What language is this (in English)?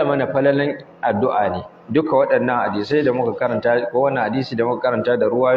Hausa